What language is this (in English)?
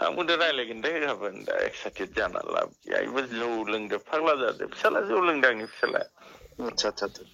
Bodo